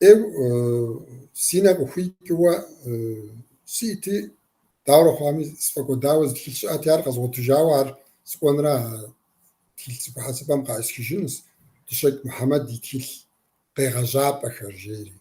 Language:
Kabardian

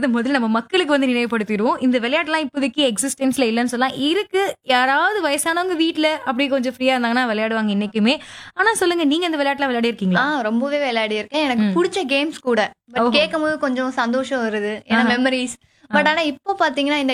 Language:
Tamil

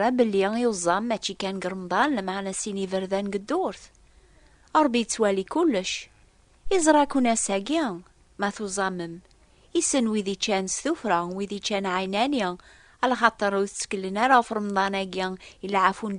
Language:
Kabyle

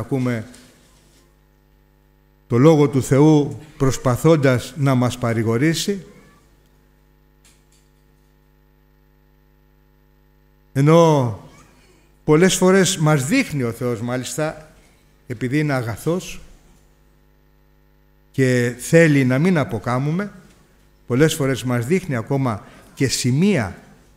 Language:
Greek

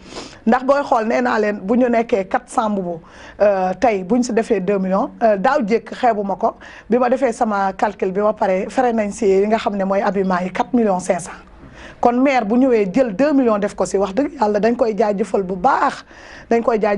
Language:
Wolof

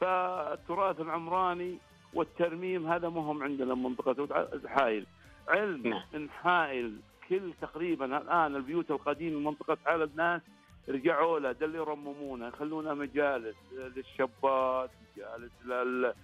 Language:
Najdi Arabic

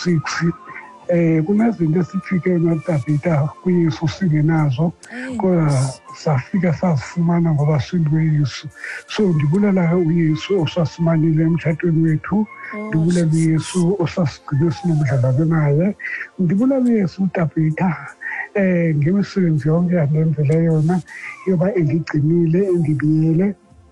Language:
Xhosa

